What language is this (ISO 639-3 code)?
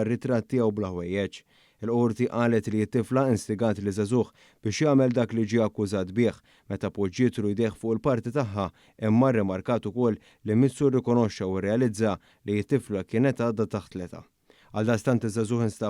mlt